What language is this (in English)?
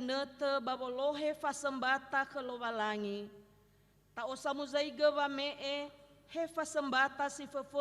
Nias